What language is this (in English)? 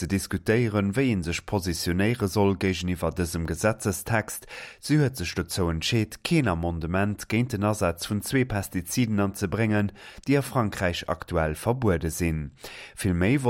Luxembourgish